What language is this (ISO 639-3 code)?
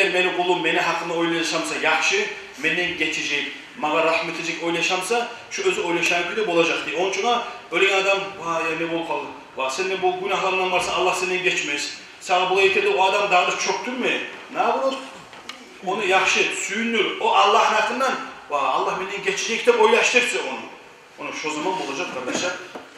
kum